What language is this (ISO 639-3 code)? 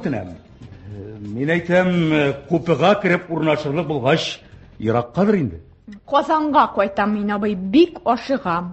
tat